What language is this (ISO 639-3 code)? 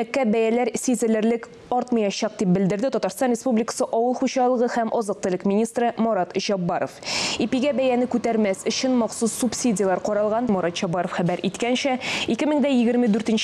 tat